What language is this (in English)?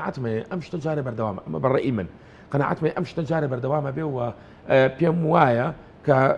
Central Kurdish